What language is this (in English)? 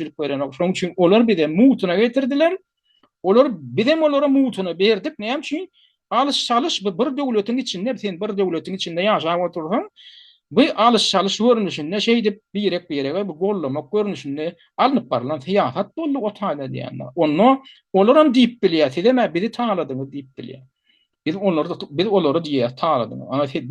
Turkmen